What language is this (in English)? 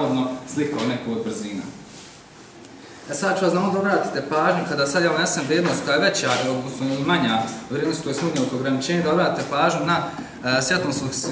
Bosnian